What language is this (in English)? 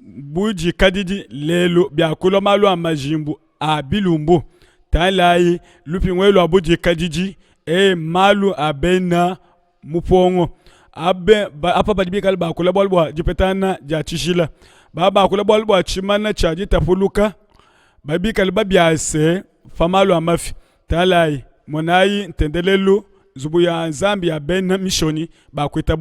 Luba-Lulua